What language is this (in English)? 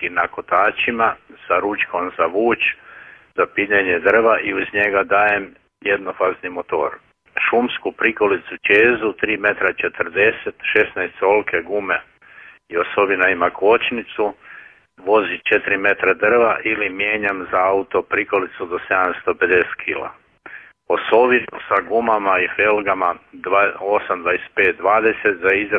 Croatian